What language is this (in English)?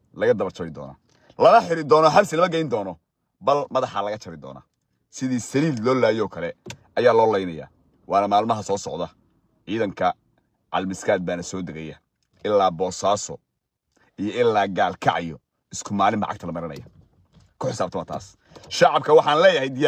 Somali